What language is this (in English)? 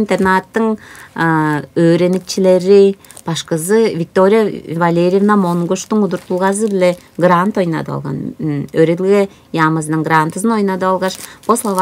Tuvinian